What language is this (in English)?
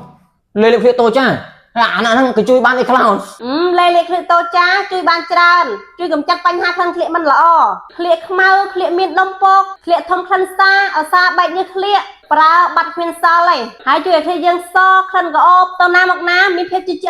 Khmer